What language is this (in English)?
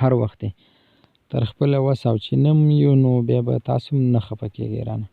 Pashto